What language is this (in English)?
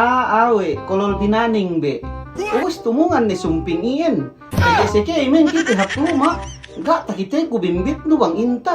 Yakan